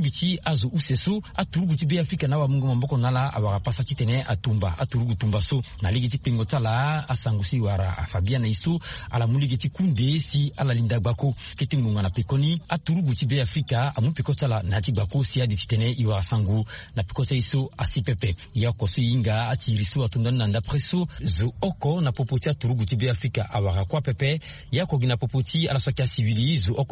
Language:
Sango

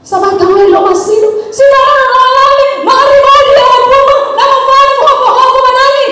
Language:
Nias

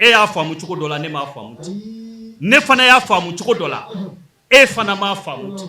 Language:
Bambara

